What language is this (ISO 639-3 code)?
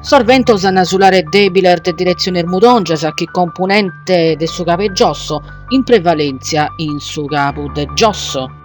srd